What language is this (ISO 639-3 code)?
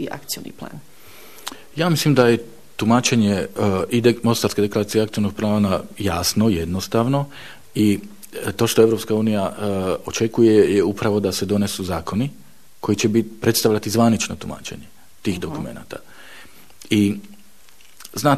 bos